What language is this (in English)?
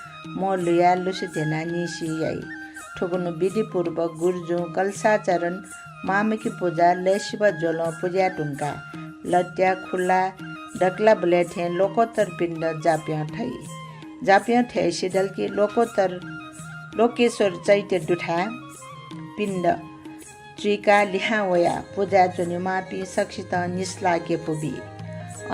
Newari